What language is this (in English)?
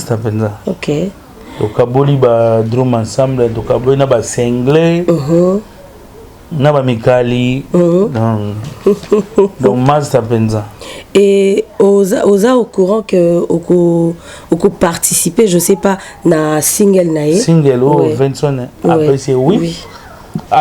Lingala